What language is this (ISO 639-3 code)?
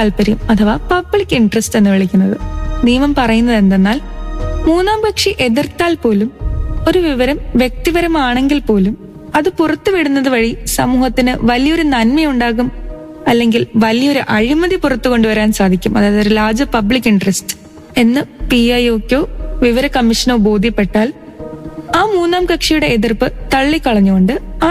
mal